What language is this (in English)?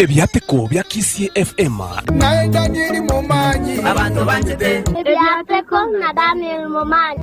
Gusii